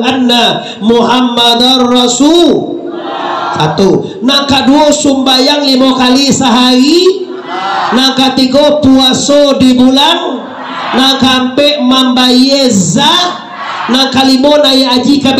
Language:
Minangkabau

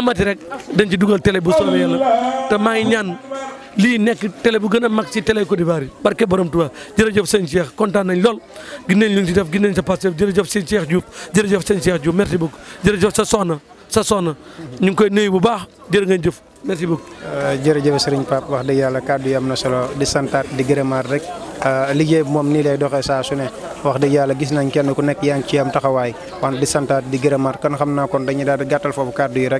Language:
Wolof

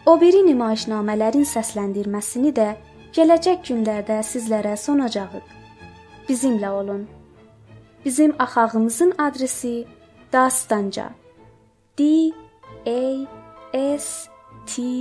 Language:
South Azerbaijani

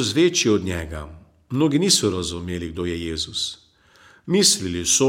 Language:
Slovenian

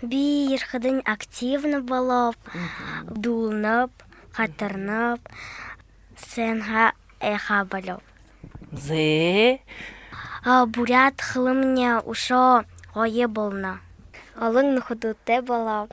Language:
Buriat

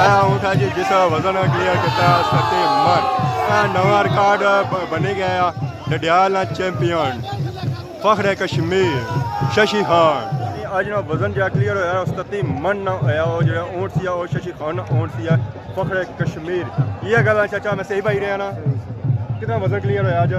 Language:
Pahari-Potwari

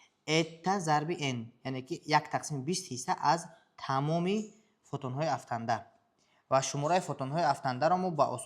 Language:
Tajik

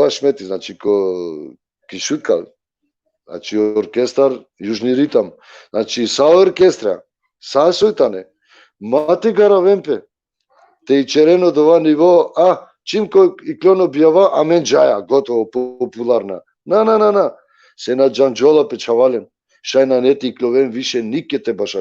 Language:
Balkan Romani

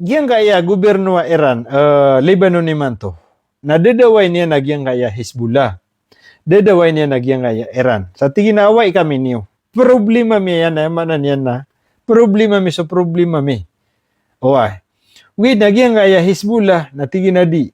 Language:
Maranao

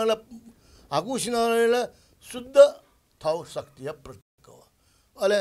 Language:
Newari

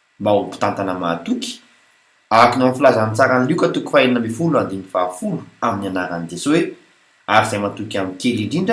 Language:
Malagasy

